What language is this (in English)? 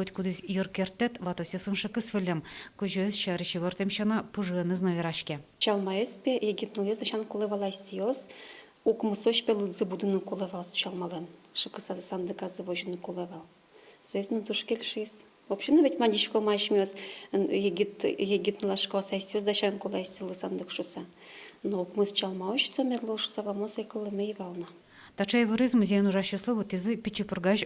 Udmurt